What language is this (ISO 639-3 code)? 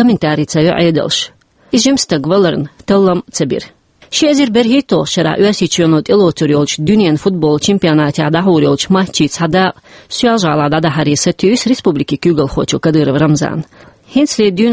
che